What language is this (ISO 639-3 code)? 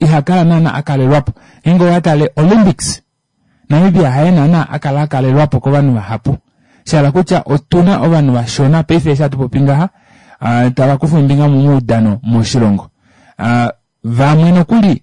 kua